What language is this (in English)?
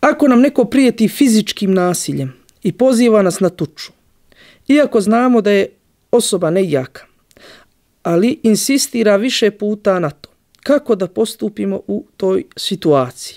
Bosnian